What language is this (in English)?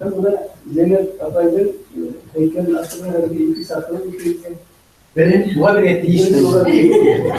Bashkir